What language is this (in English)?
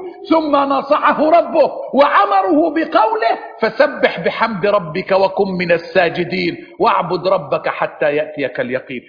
Arabic